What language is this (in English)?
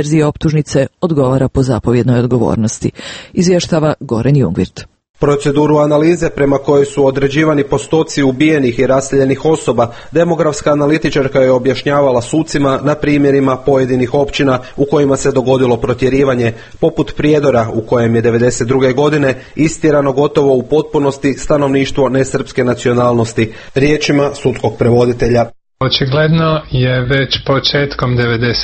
Croatian